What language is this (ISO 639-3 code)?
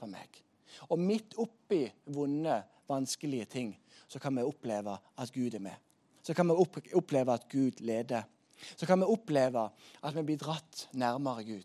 nor